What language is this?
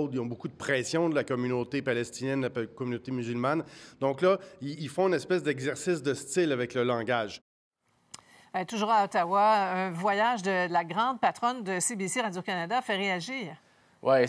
French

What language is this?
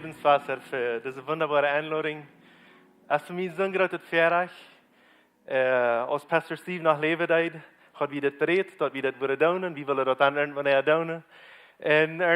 Plautdietsch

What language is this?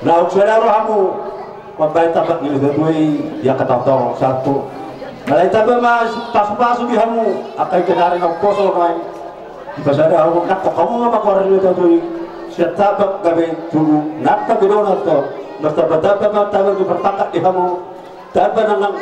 Batak Toba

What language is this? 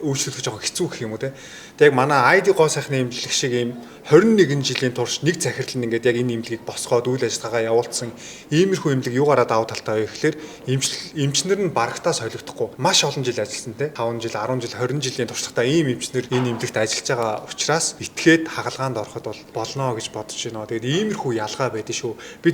Mongolian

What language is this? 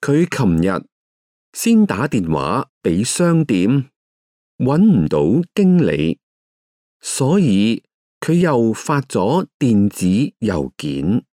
Cantonese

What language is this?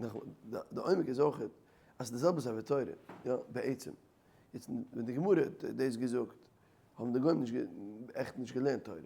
Yiddish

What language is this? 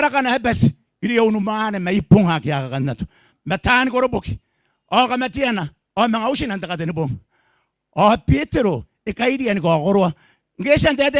Gilbertese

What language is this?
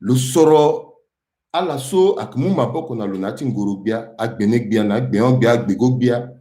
Sango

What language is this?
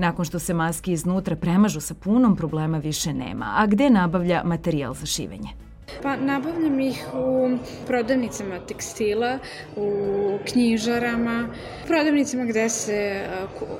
Serbian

